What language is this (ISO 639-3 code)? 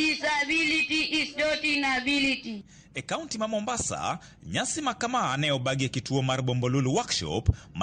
luo